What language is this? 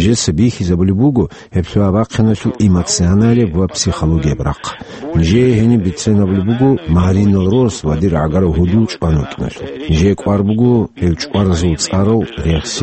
Avaric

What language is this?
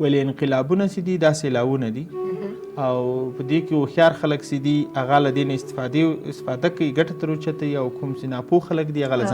Pashto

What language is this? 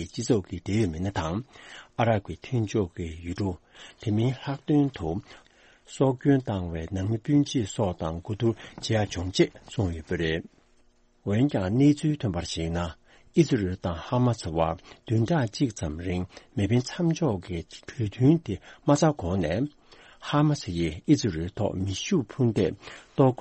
Tibetan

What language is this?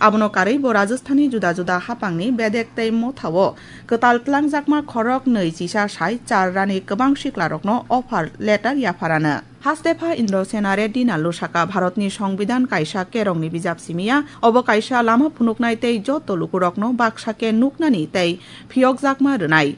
Kok Borok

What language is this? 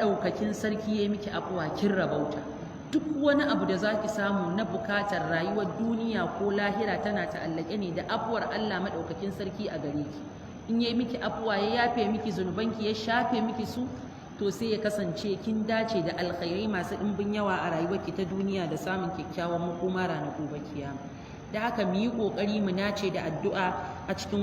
Hausa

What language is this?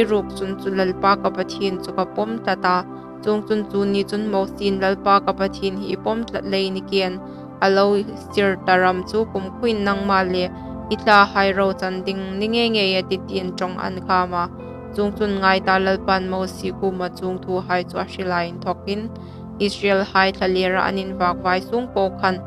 Hmar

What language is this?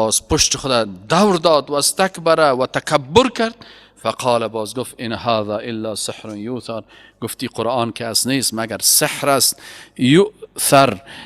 Persian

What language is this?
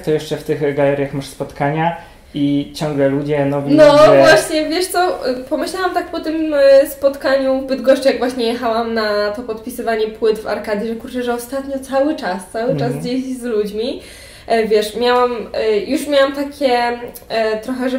Polish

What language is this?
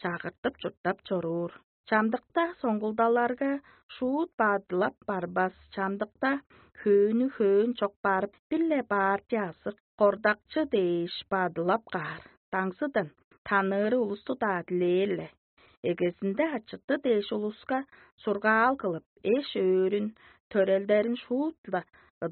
Tuvinian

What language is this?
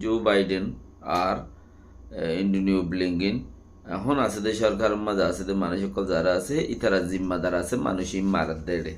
Rohingya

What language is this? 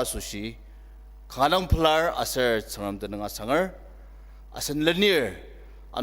Ao Naga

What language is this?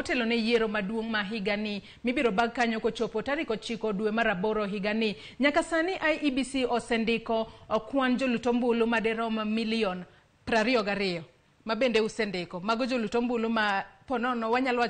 Luo (Kenya and Tanzania)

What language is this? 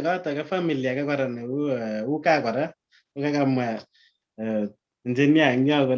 Kalenjin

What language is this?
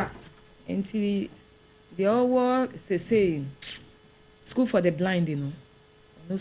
Akan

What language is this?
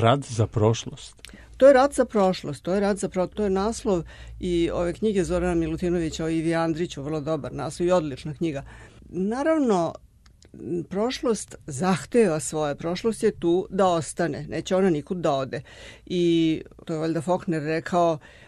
Serbian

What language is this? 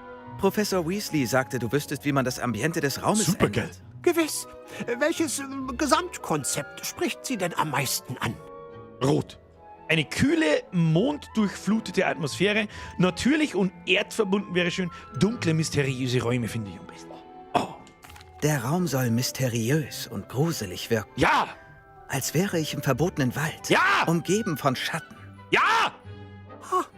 Bavarian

